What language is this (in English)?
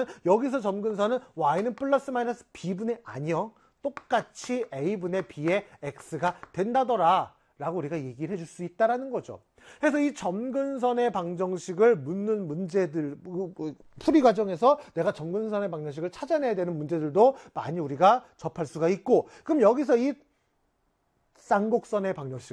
Korean